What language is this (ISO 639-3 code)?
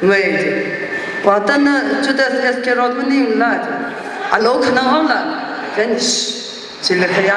nmf